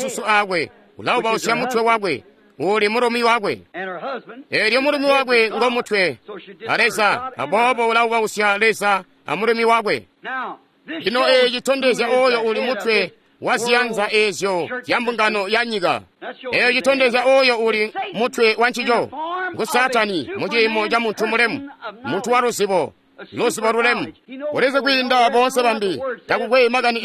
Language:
Tonga (Zambia)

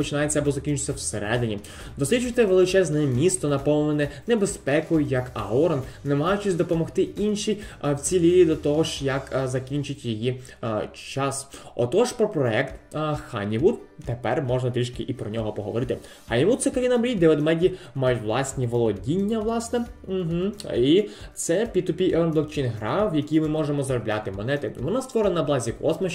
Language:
Ukrainian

